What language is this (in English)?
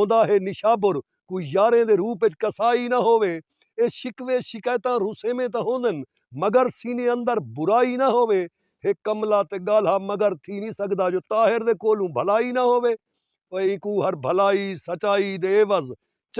Saraiki